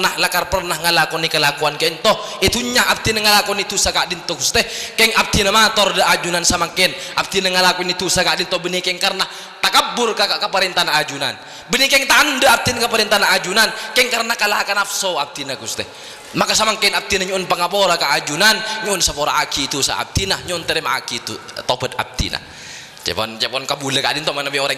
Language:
Madurese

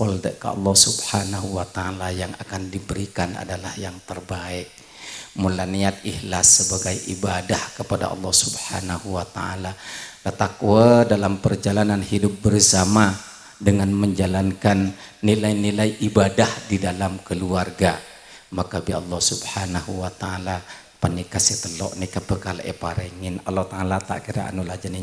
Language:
Madurese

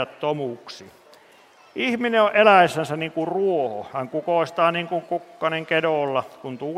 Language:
Finnish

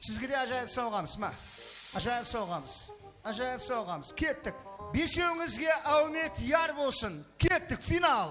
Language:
Kara-Kalpak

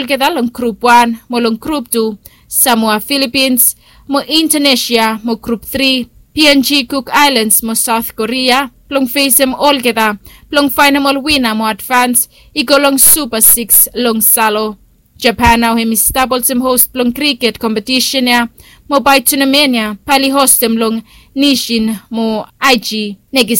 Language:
Bislama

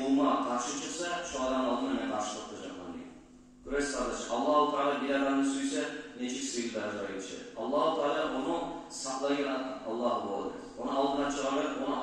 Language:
Kumyk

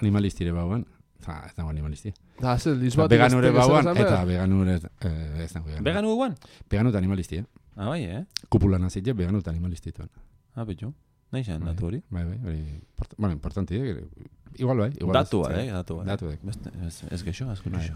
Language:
Basque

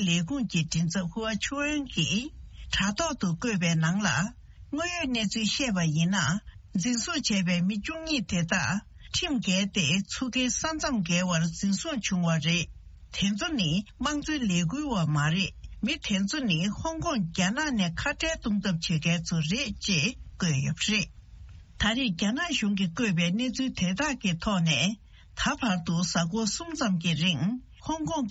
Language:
Tibetan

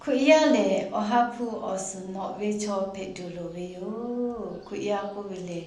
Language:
Lahu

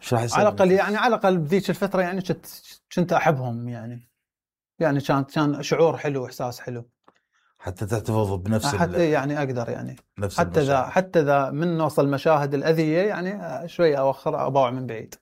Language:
Mesopotamian Arabic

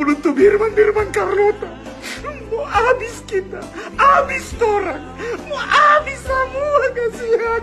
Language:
Manado Malay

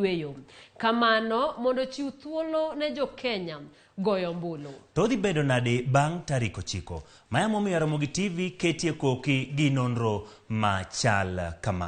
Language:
Luo (Kenya and Tanzania)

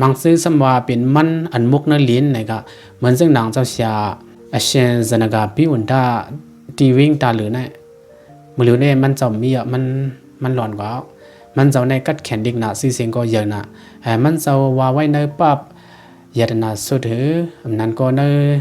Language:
Shan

